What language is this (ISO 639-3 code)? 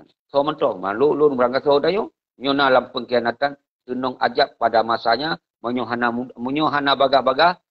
ace